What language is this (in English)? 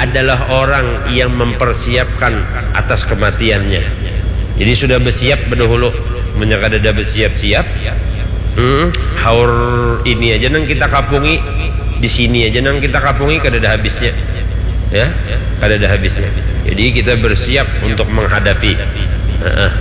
Banjar